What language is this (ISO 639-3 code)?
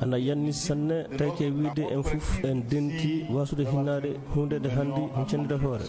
ful